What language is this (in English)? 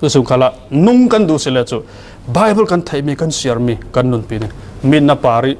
Falam Chin